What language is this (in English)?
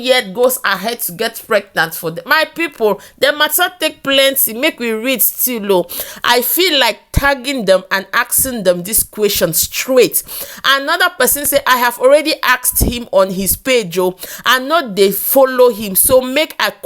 Nigerian Pidgin